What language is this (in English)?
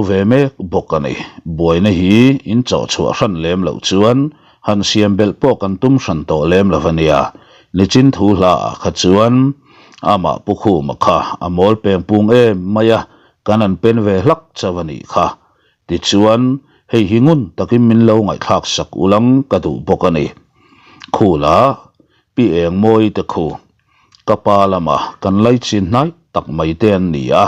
Mizo